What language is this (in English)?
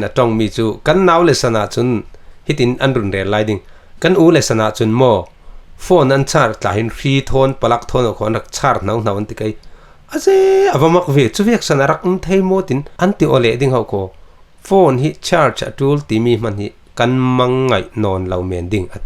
Falam Chin